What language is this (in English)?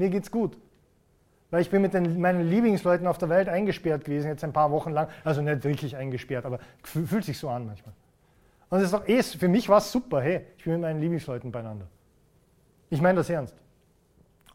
German